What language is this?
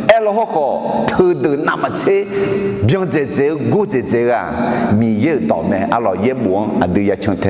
Akha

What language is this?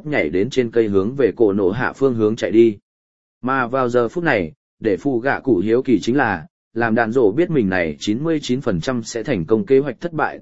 Vietnamese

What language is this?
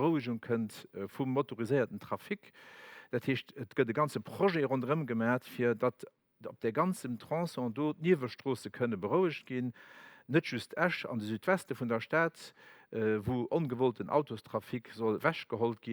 Luxembourgish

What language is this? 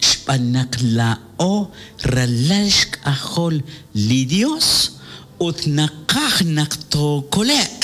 Kekchí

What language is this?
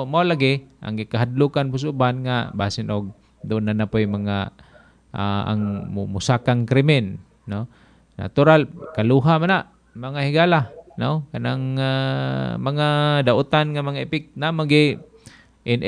Cebuano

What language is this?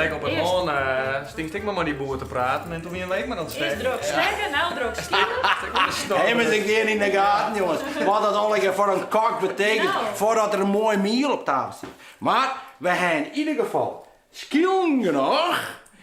Western Frisian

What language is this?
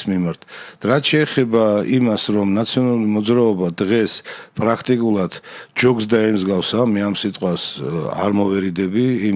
Georgian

